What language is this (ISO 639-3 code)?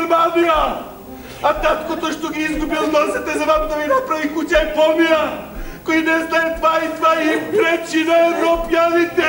mkd